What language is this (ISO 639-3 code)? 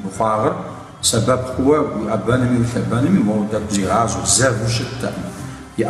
kbd